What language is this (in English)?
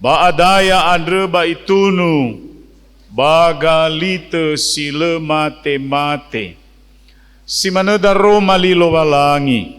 Nias